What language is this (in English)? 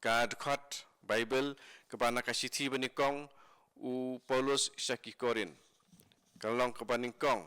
Khasi